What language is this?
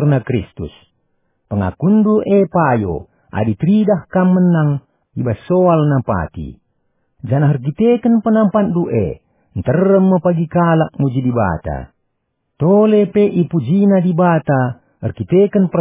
Batak Karo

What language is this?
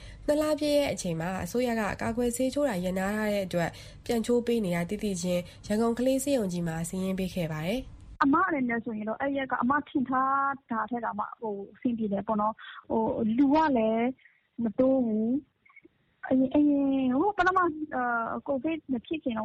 Burmese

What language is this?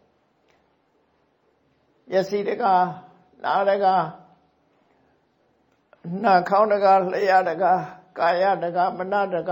Burmese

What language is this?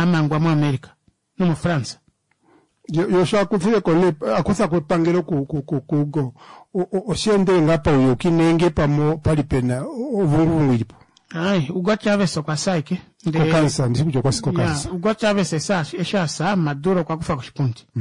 Kuanyama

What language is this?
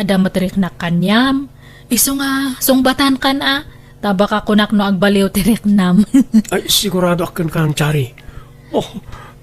Iloko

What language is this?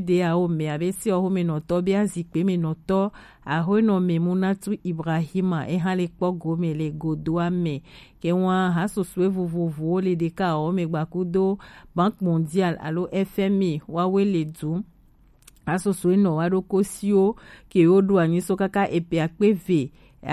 Gen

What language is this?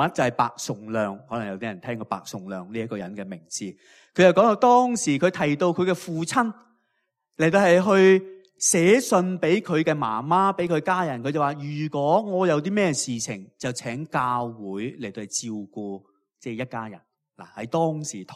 Cantonese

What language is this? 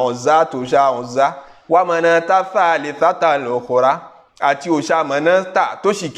Yoruba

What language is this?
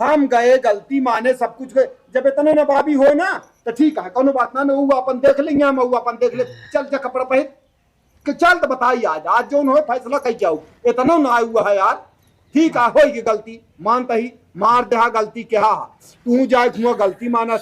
Awadhi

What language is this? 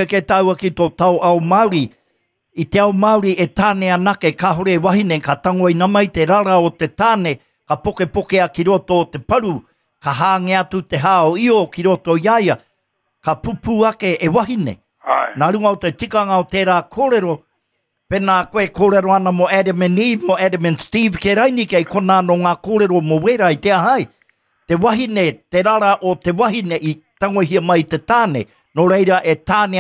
Māori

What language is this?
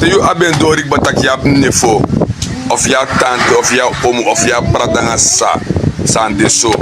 Sranan Tongo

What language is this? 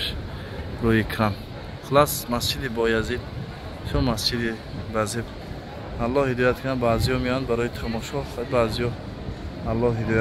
Tajik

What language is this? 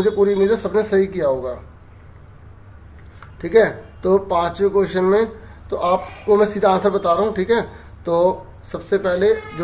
Hindi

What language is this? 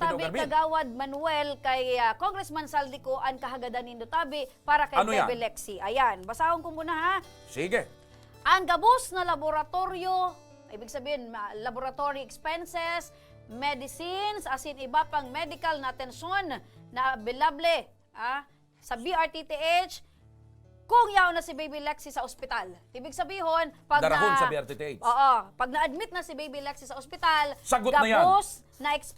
Bikol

